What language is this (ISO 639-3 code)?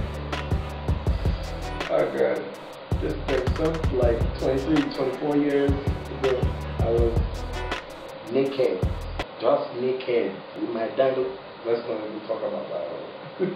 eng